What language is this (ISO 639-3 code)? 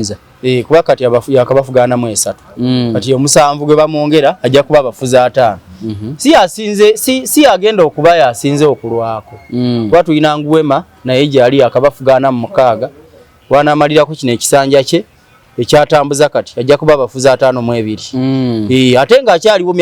lug